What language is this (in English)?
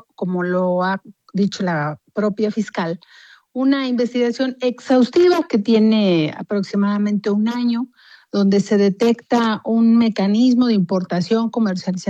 Spanish